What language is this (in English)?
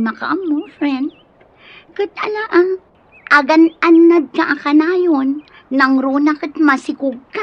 Iloko